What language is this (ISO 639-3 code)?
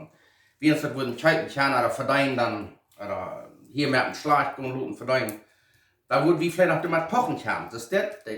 pdt